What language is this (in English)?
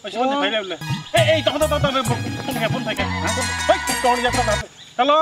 Kok Borok